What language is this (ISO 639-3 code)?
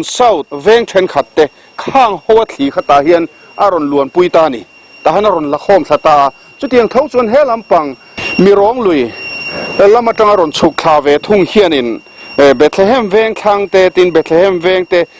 lus